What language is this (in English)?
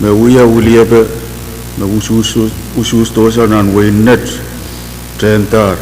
Pohnpeian